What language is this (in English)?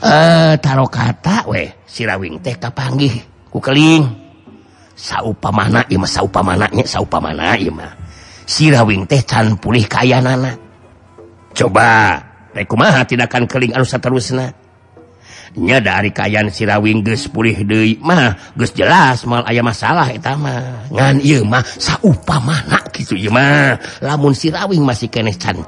Sundanese